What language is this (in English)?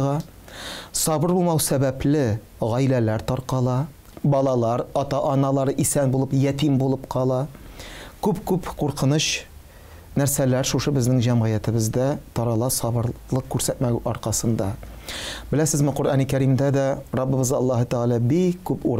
Tatar